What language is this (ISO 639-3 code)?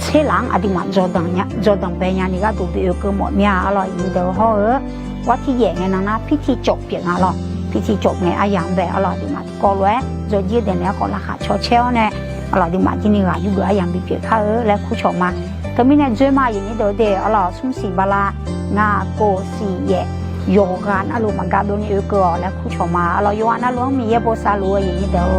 ahk